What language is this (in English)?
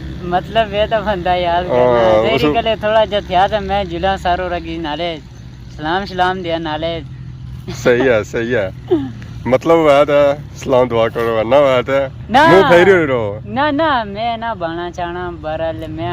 Pahari-Potwari